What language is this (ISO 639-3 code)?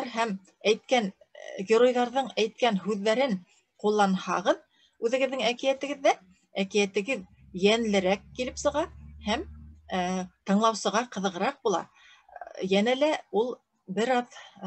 bak